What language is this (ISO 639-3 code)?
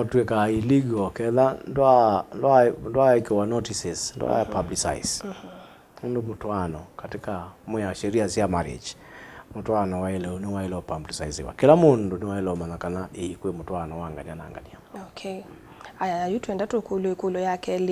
kam